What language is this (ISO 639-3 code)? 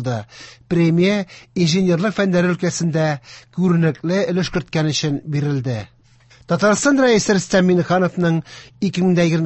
tat